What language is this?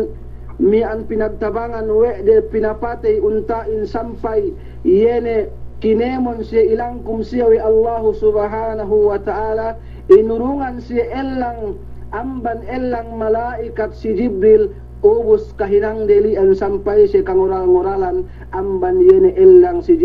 Yakan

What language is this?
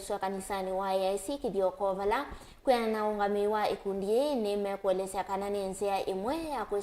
Kamba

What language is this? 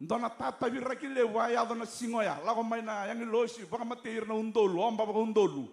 Fijian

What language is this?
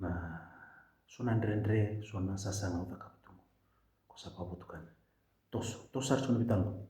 Fijian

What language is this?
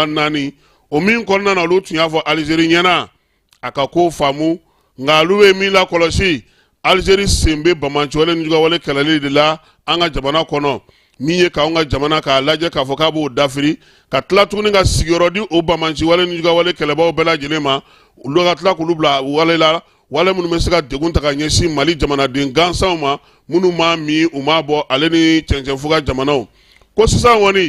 Bambara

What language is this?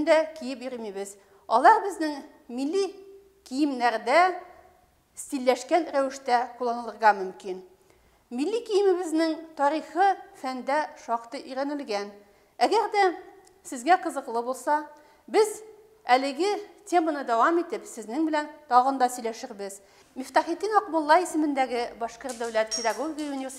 Bashkir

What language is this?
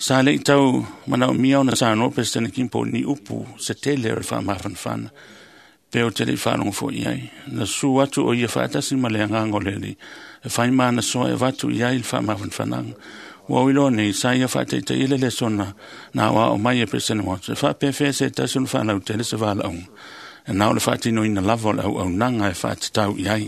Samoan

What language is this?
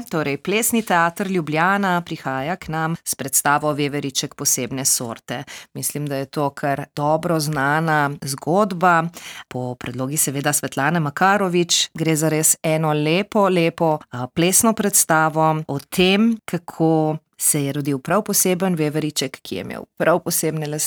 Slovenian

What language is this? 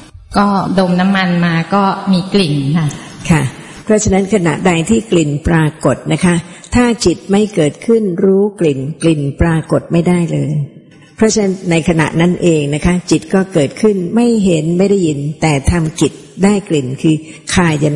Thai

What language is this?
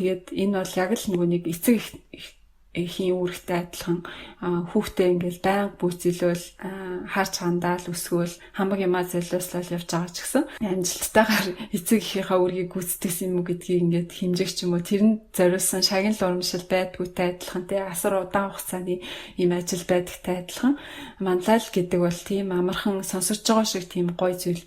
Mongolian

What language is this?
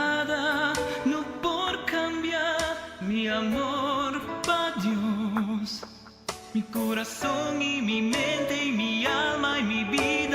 Papiamento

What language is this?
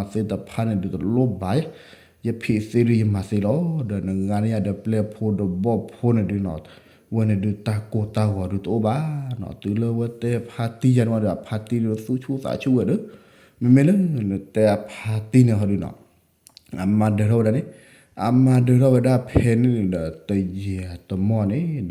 S'gaw Karen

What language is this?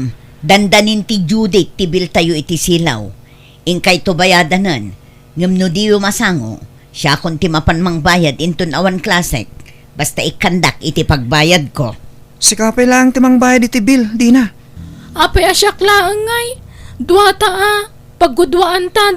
Iloko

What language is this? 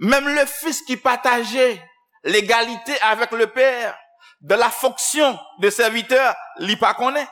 Haitian Creole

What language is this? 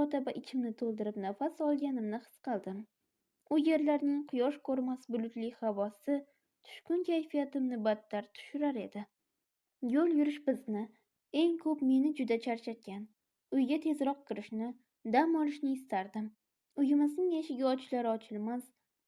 Uzbek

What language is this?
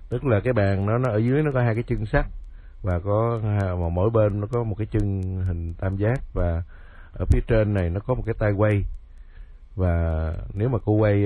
Vietnamese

